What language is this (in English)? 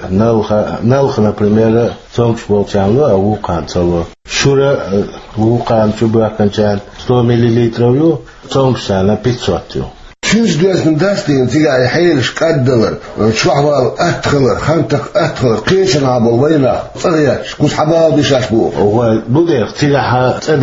Chechen